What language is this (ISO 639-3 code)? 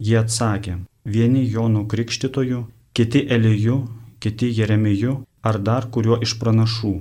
lit